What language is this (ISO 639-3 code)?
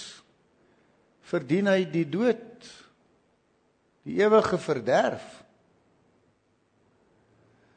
afr